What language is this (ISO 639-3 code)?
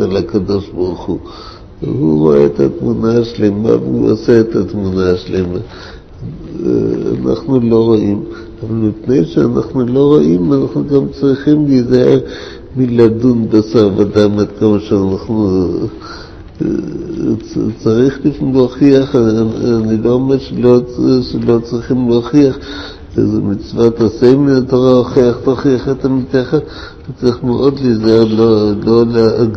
heb